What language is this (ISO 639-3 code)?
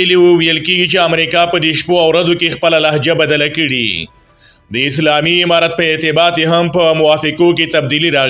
pus